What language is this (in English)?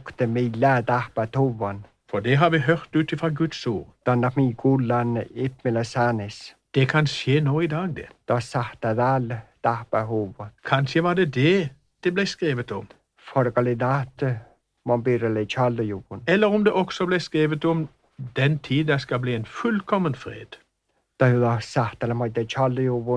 Norwegian